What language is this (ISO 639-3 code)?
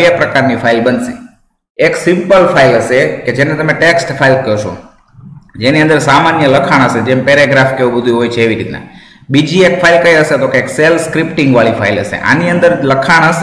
guj